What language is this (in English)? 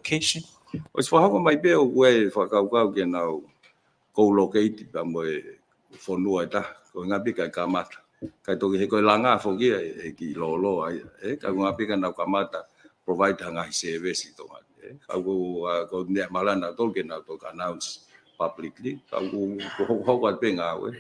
Tongan